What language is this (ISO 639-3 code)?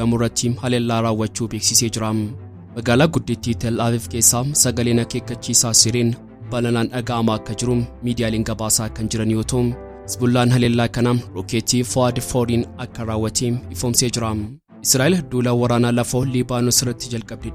orm